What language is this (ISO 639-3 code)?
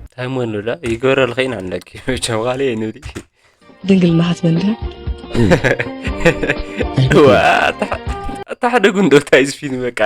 tir